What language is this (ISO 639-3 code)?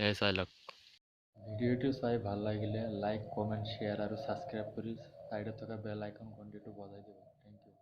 asm